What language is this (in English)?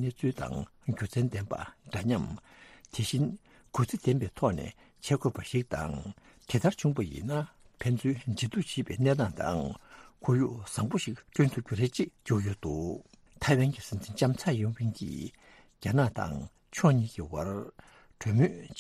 Tibetan